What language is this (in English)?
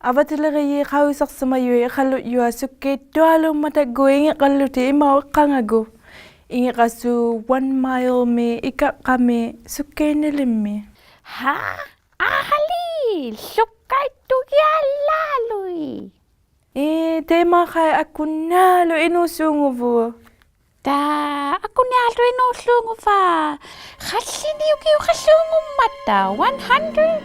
Inuktitut